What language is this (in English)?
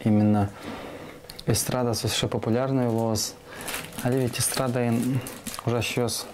Udmurt